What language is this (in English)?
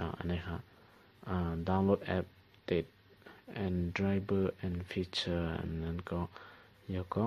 Shan